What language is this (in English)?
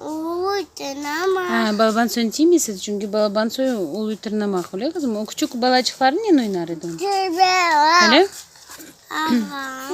Crimean Tatar